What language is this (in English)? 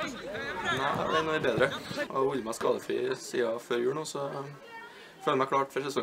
Norwegian